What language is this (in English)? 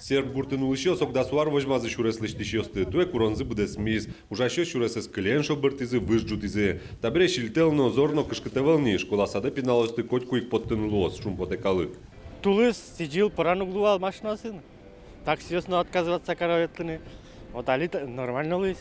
Udmurt